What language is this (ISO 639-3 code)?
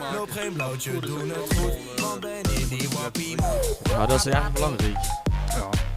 lim